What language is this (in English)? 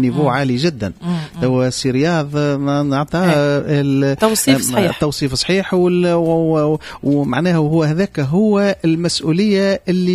Tunisian Arabic